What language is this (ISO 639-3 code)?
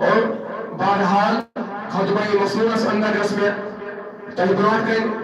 kas